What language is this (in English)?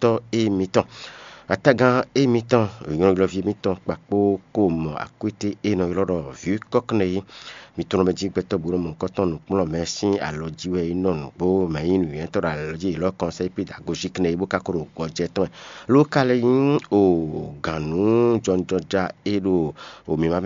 Fon